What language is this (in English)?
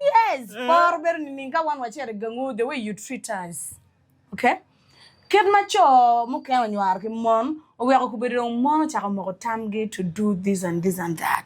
Acoli